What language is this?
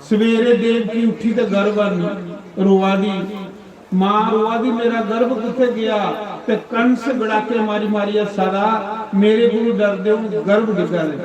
Dogri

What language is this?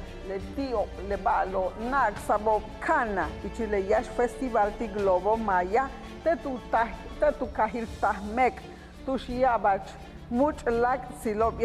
Yucateco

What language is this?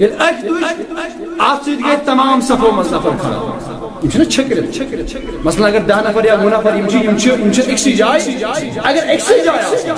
Kashmiri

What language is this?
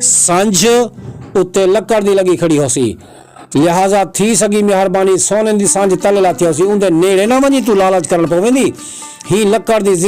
Saraiki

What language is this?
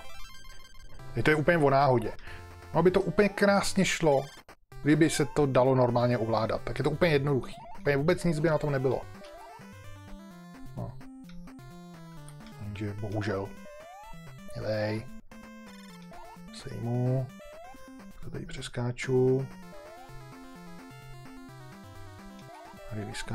Czech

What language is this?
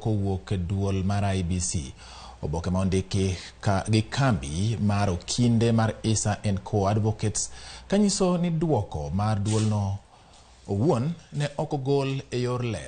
Luo (Kenya and Tanzania)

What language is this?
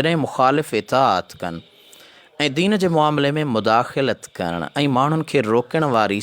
Sindhi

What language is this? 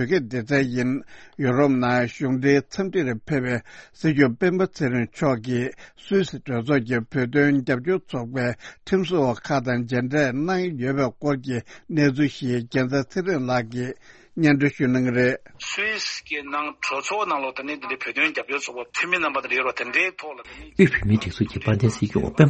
Tibetan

